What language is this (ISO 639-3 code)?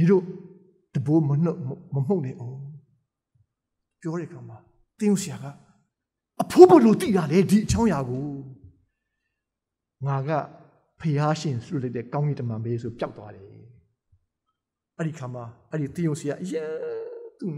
mya